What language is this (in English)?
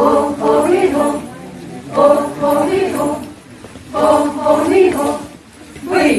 Phom Naga